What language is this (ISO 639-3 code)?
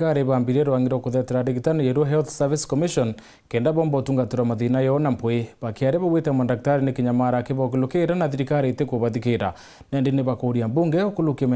mer